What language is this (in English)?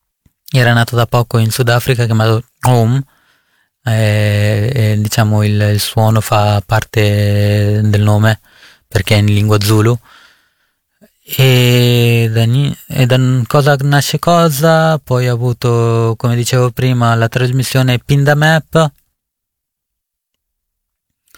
Italian